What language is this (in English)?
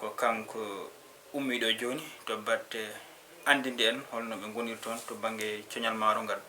Fula